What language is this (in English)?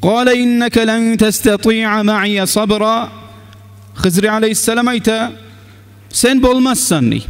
Kumyk